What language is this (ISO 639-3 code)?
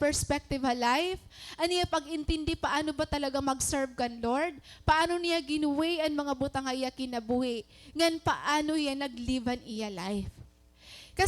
war